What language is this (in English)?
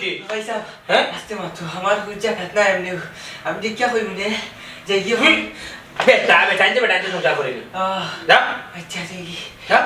Sylheti